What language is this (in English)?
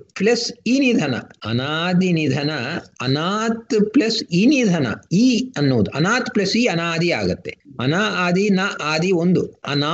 Kannada